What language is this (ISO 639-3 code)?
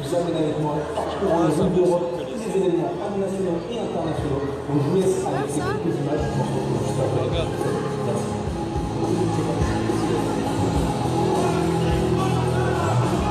fra